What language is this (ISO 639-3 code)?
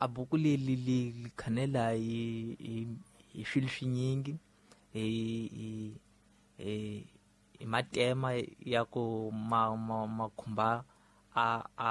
tso